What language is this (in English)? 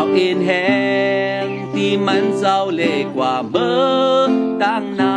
Shan